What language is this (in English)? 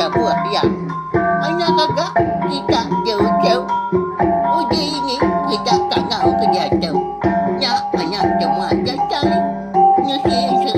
Iban